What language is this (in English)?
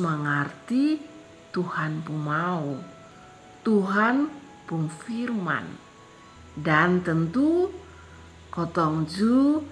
Kupang Malay